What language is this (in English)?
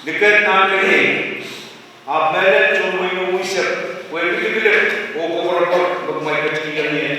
Pohnpeian